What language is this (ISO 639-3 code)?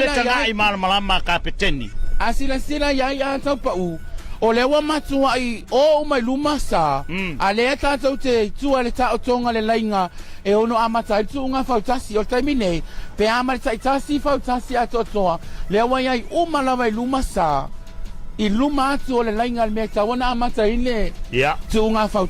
smo